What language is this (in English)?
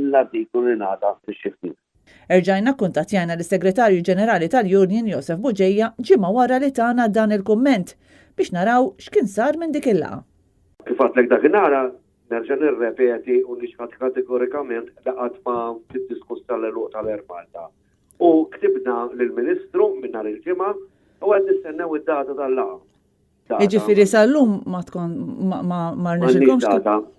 Maltese